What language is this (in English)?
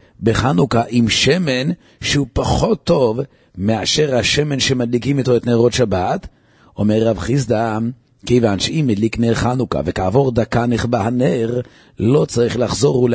Hebrew